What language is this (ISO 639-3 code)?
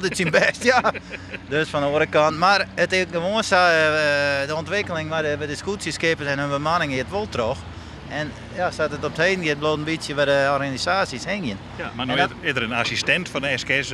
fry